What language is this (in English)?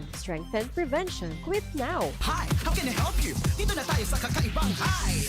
Bikol